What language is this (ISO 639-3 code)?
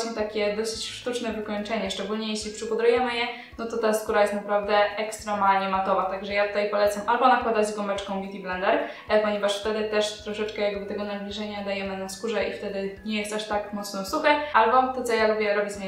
pol